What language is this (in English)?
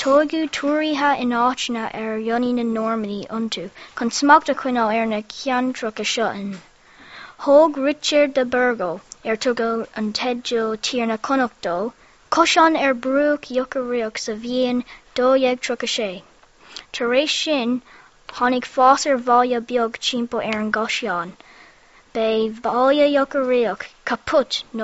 Irish